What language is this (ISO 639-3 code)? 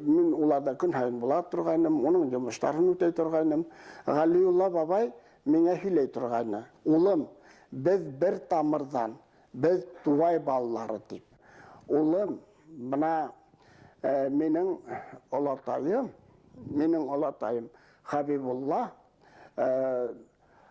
bak